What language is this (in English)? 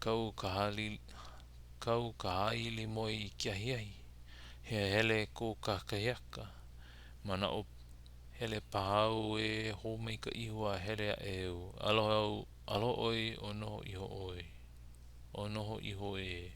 Hawaiian